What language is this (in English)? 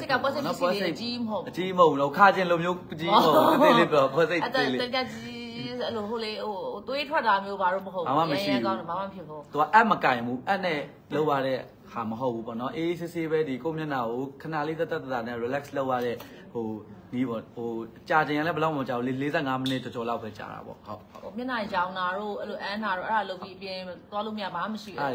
Burmese